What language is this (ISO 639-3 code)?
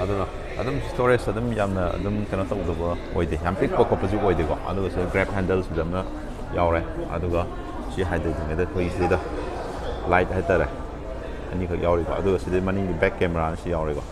mni